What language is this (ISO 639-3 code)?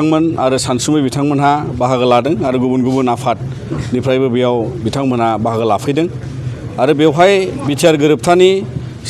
brx